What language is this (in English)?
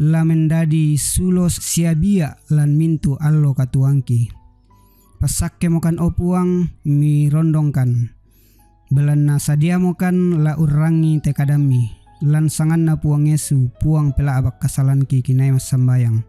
Toraja-Sa'dan